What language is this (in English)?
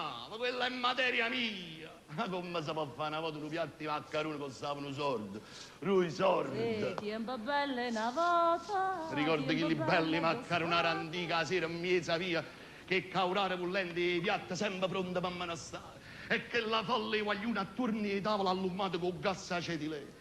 Neapolitan